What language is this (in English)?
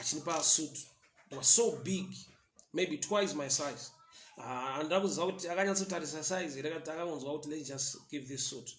Shona